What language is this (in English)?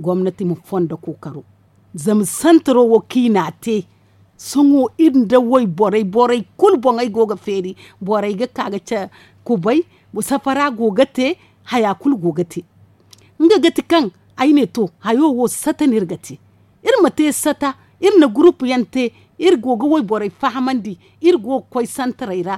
Zarma